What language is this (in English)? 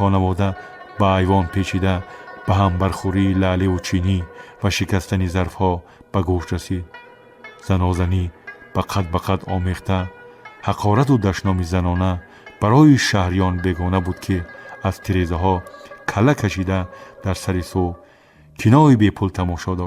Tajik